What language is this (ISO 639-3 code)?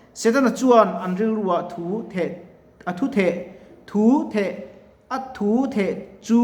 lus